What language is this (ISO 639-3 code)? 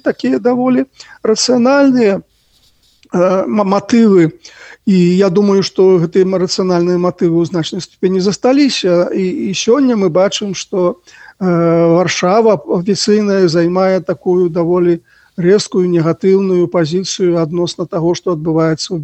bel